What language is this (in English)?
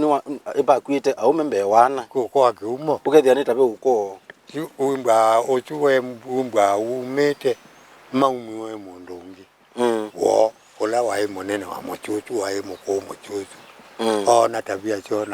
Kamba